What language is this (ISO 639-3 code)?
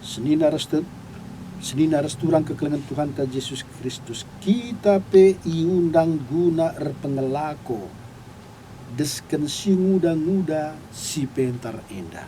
btx